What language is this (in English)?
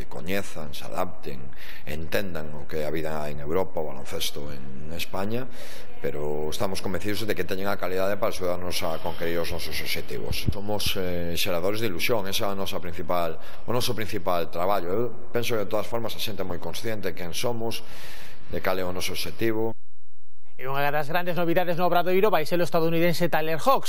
Galician